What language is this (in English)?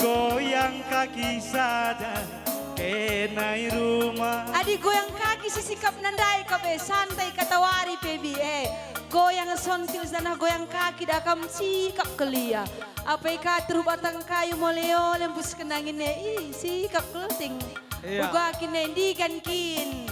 Batak Karo